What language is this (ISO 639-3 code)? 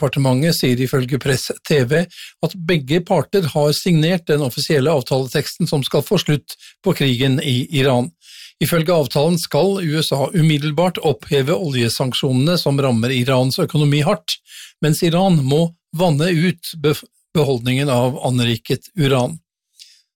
nor